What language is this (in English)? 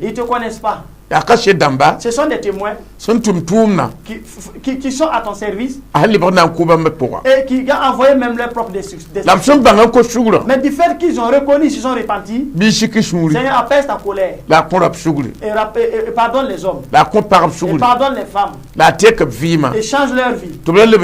Mossi